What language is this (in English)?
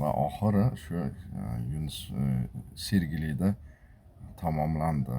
Uzbek